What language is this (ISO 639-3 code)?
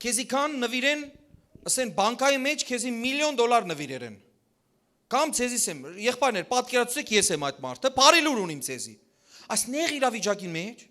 hyw